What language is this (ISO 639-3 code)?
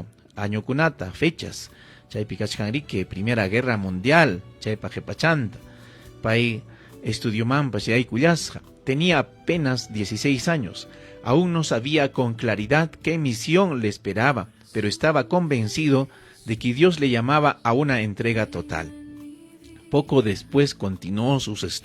quy